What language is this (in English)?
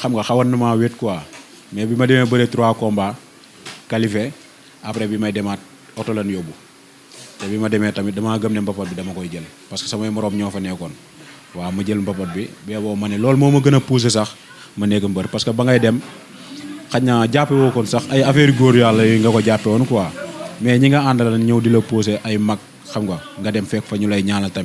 Wolof